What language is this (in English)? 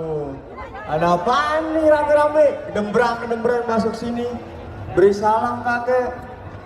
Betawi